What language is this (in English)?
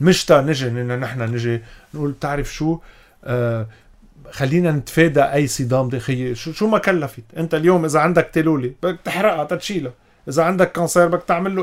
North Levantine Arabic